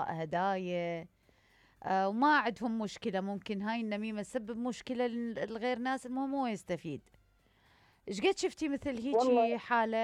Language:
Mesopotamian Arabic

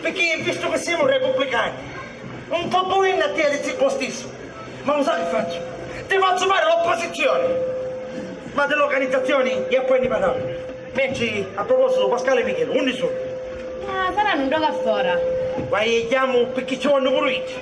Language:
Sicilian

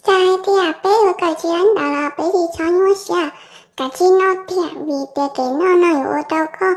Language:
Hmong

